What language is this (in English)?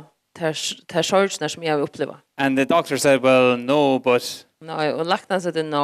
Faroese